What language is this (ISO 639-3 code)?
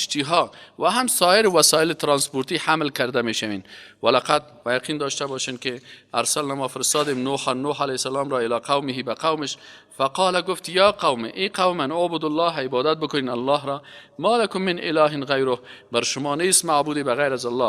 fas